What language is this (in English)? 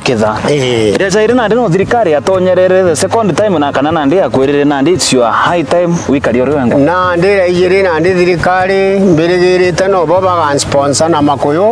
Meru